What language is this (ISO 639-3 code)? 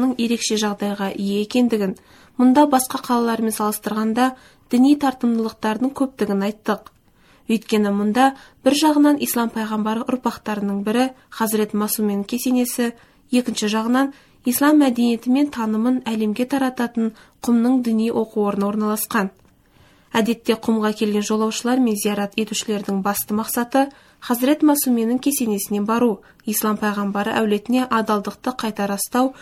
kaz